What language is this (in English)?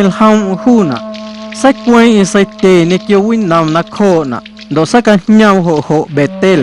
Guerrero Amuzgo